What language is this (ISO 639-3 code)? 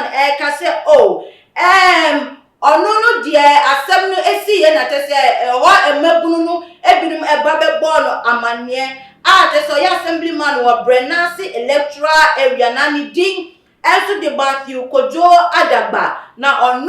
aka